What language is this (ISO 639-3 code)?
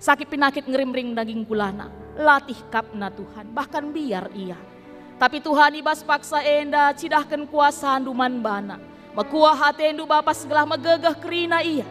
btx